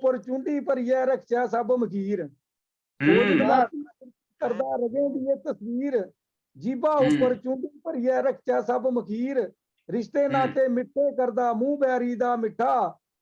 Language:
Dogri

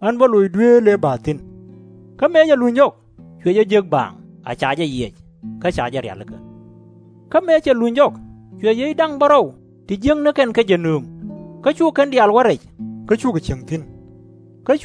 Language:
Nuer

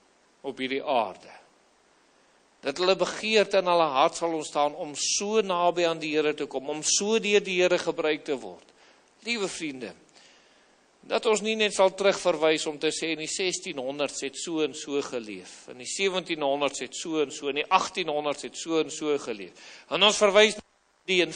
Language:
Afrikaans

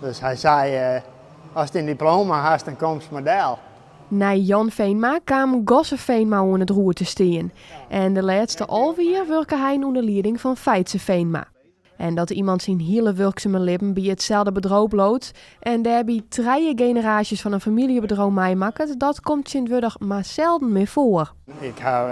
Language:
Western Frisian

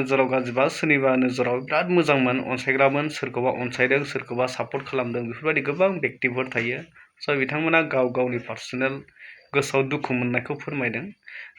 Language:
Bodo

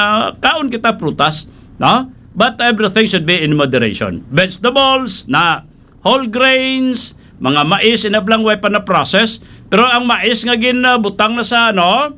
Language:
Hiligaynon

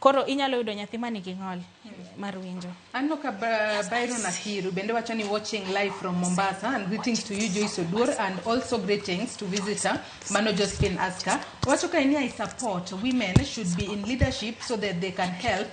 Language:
Luo (Kenya and Tanzania)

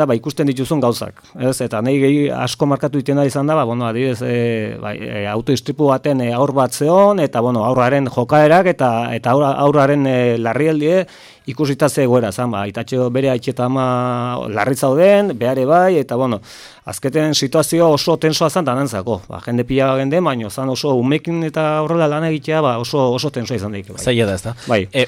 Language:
Basque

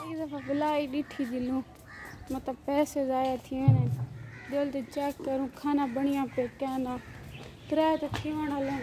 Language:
Saraiki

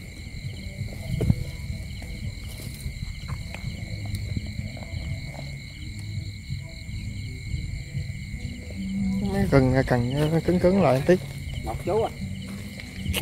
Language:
Vietnamese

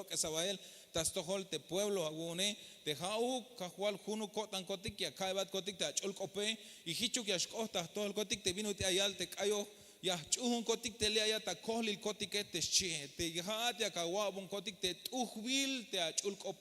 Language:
Tzeltal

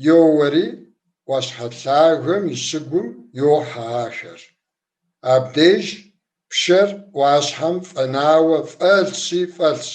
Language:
Kabardian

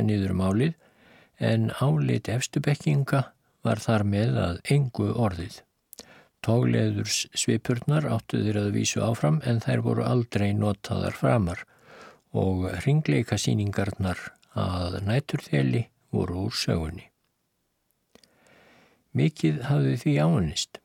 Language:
Icelandic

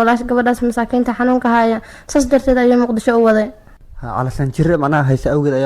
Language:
Somali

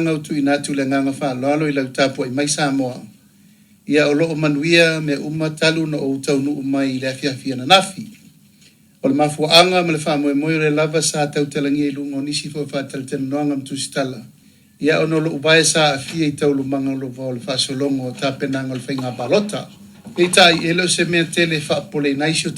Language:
Samoan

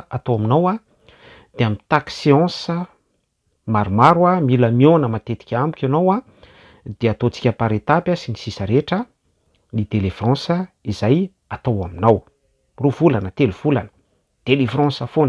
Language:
Malagasy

